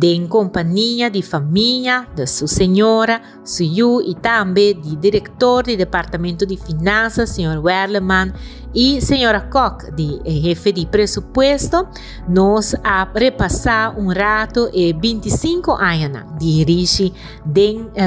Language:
Papiamento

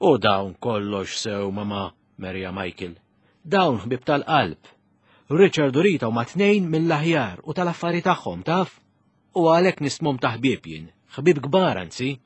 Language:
Maltese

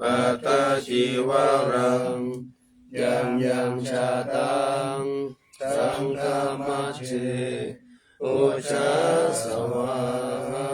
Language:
Pali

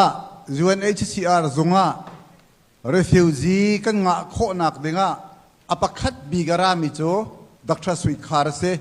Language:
Hakha Chin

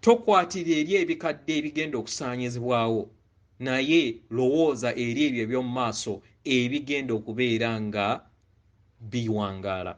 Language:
Ganda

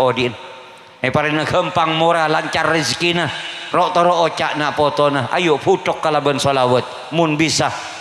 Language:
Madurese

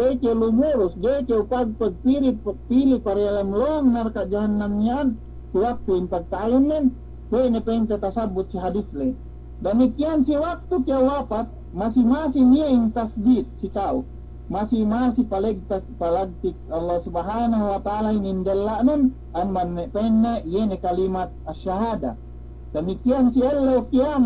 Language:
Yakan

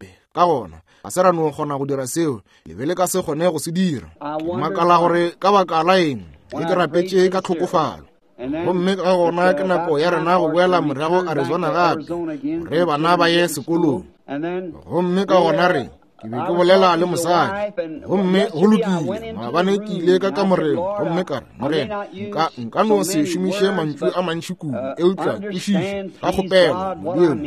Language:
Northern Sotho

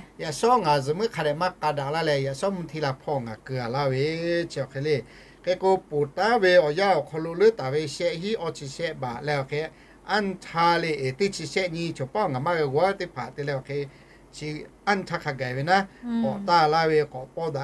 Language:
Lahu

